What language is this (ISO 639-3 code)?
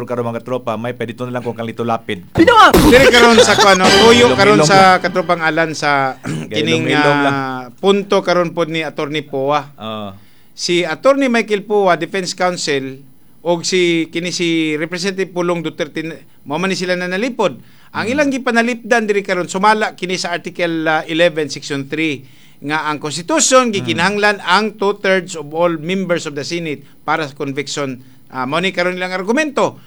ceb